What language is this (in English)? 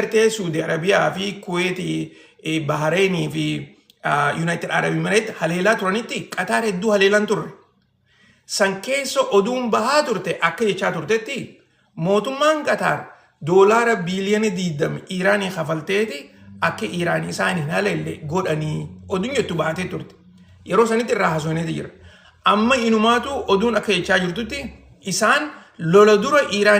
Oromo